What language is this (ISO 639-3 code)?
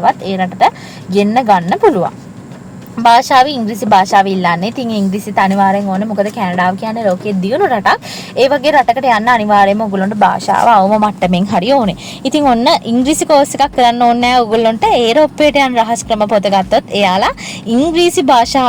sin